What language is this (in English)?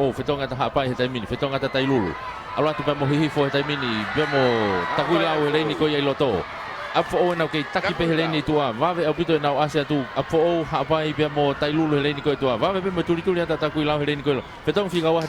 Tongan